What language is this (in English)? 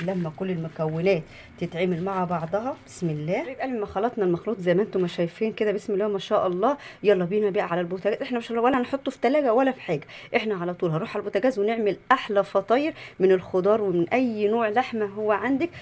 Egyptian Arabic